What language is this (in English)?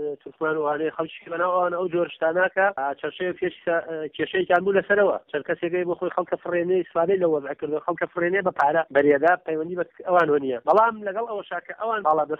Central Kurdish